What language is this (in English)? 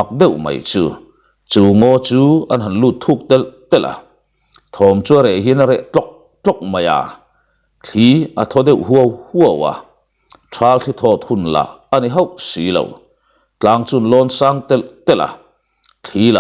Mizo